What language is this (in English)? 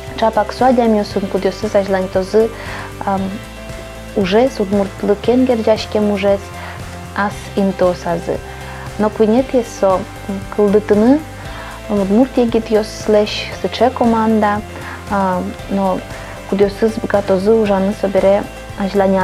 Udmurt